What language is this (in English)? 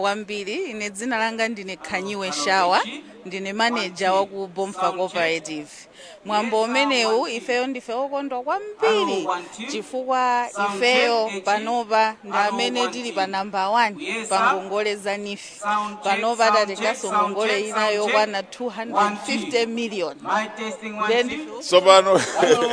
Nyanja